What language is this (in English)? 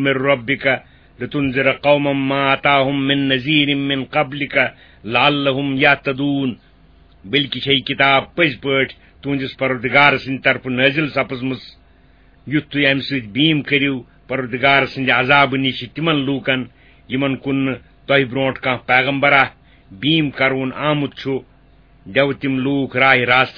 Kashmiri